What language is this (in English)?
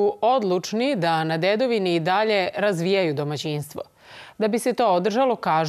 Serbian